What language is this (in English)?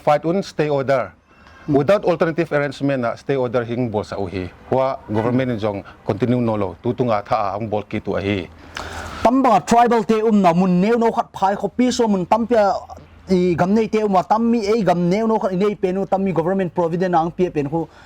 Paite Chin